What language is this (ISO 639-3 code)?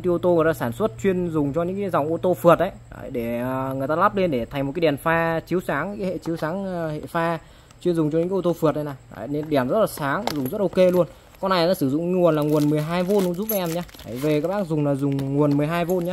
vie